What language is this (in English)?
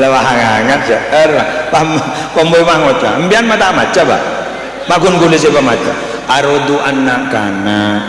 Madurese